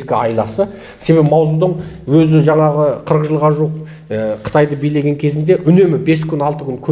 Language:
Kazakh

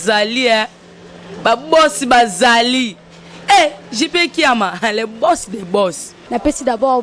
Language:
Lingala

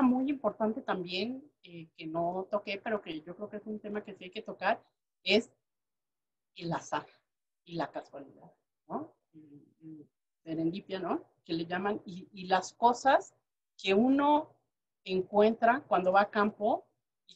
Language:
Spanish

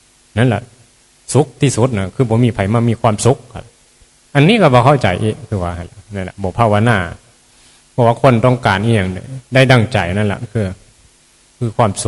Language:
Northeastern Thai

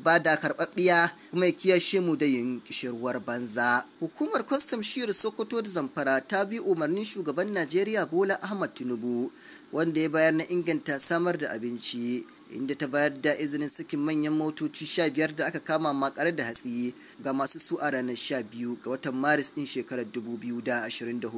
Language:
Hausa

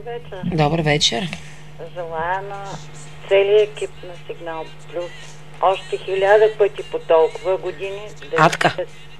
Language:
Bulgarian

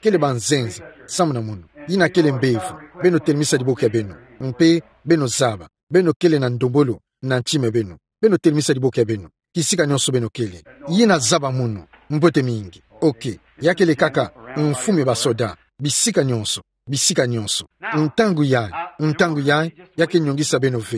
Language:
Kituba (Democratic Republic of Congo)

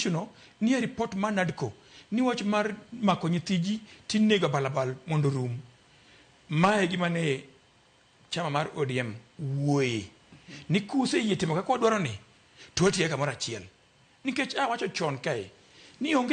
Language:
Luo (Kenya and Tanzania)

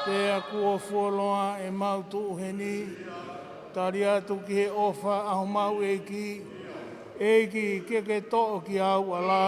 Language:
Tongan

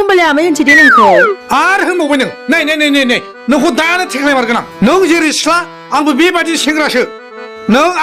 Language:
Bodo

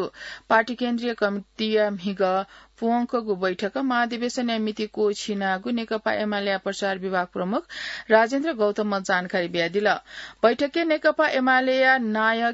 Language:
Newari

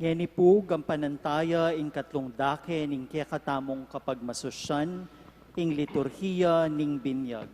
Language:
Pampanga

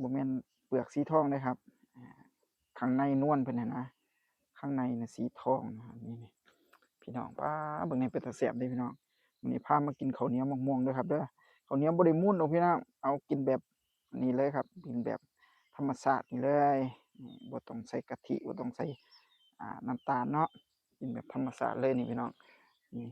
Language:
Northeastern Thai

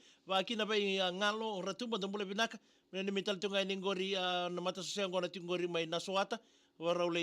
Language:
Fijian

